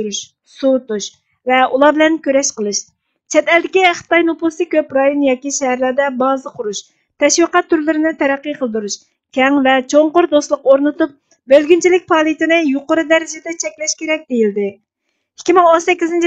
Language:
Uyghur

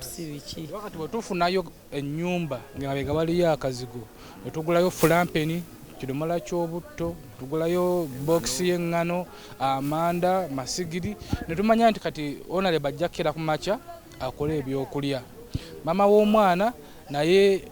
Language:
Ganda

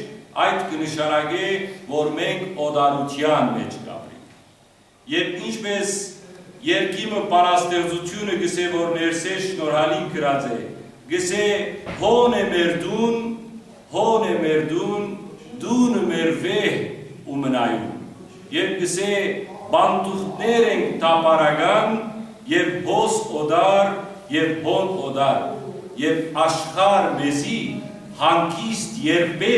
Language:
Western Armenian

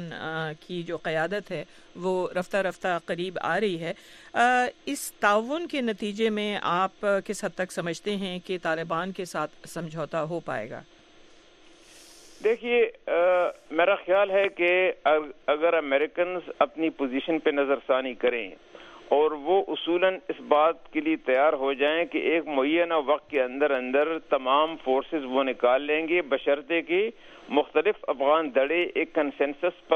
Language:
Urdu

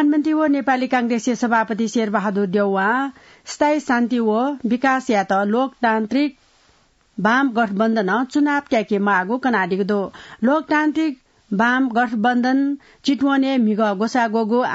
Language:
Newari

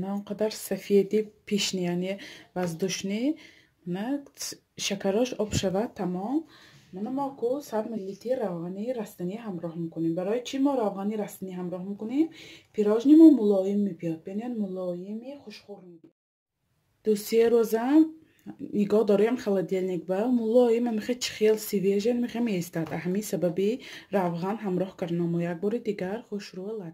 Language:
Tajik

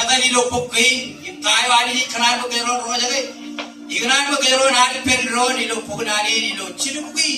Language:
Marshallese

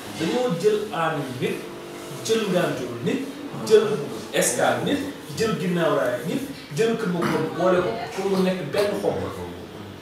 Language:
Wolof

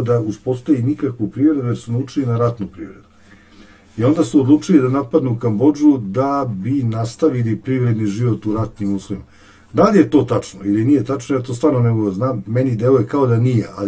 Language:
Serbian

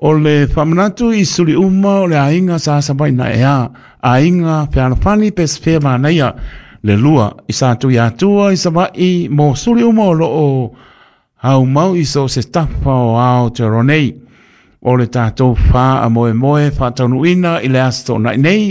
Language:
Samoan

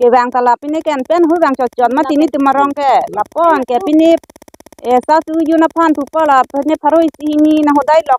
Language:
Karbi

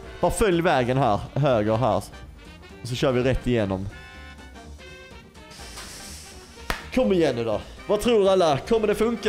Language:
Swedish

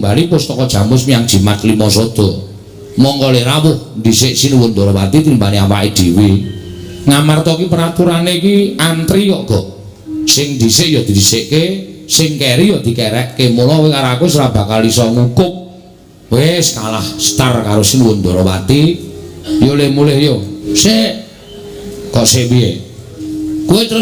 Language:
Javanese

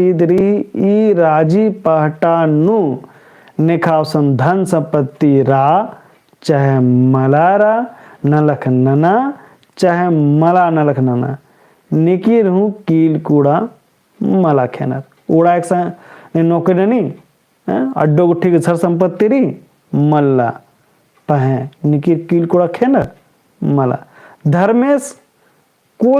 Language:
Kurukh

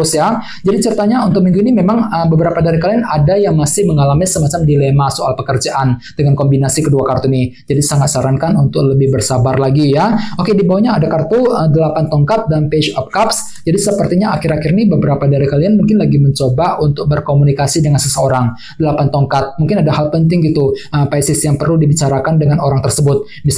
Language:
Indonesian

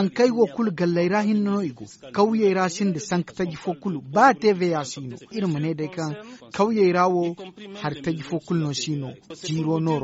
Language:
Zarma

